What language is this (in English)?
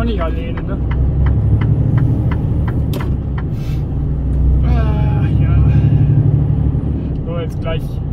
German